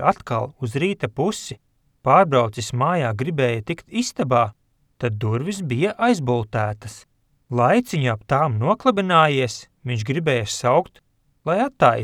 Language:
Latvian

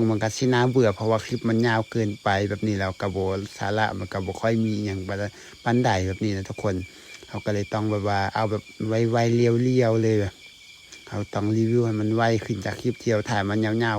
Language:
Lao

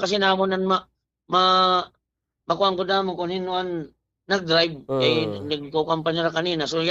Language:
Waray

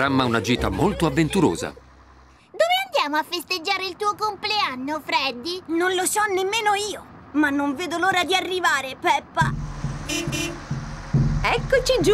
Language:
Italian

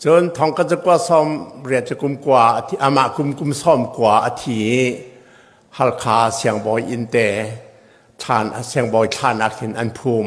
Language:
Hakha Chin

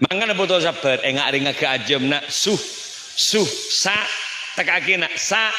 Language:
Madurese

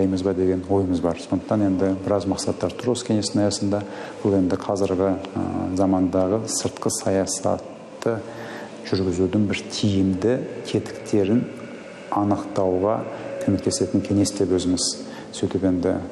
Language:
Kazakh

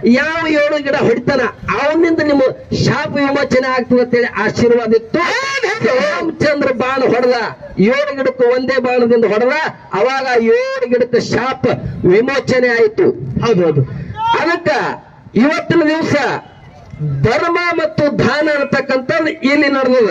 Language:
Kannada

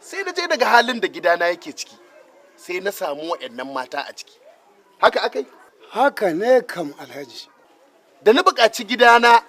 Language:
Hausa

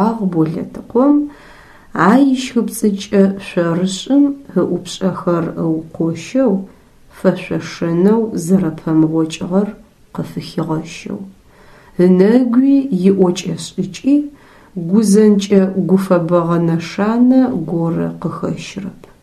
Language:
Adyghe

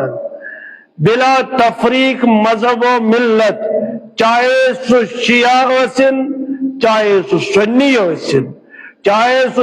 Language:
Kashmiri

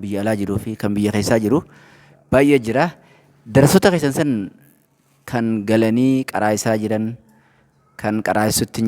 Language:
Oromo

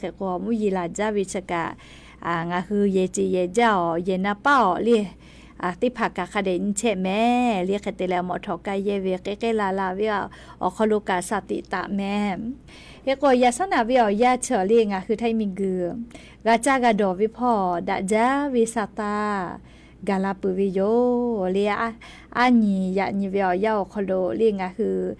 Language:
Lahu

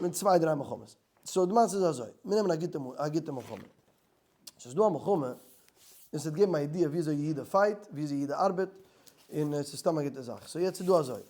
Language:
Yiddish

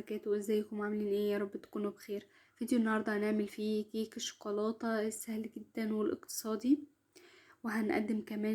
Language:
Egyptian Arabic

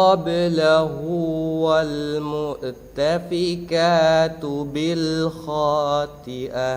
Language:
Divehi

